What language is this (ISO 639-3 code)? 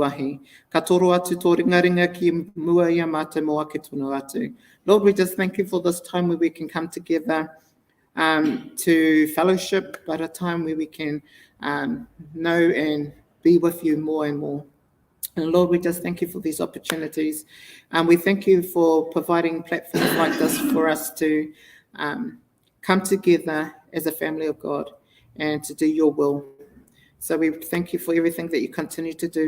mri